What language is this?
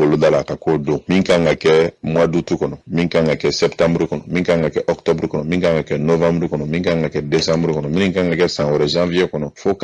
Bambara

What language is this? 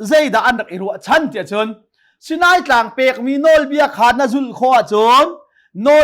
Hakha Chin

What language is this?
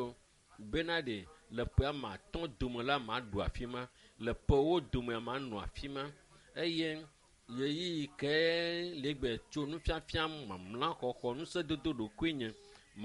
Ewe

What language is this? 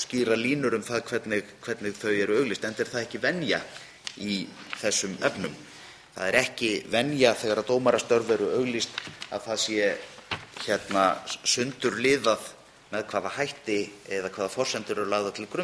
Icelandic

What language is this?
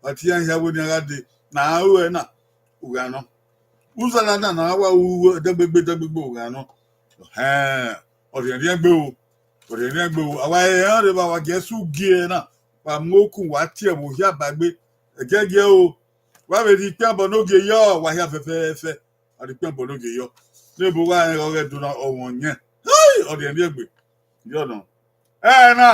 Bini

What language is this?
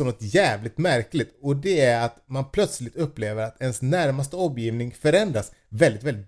Swedish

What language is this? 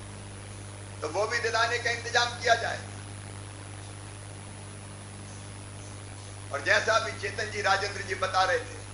Hindi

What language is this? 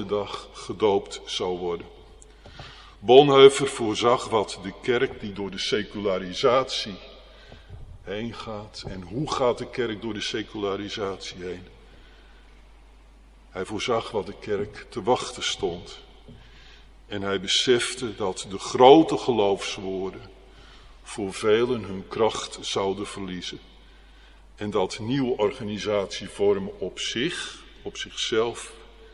Dutch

